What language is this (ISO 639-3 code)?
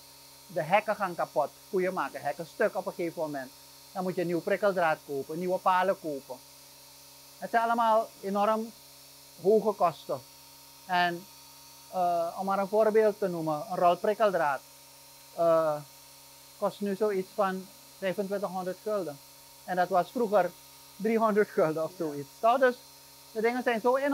nld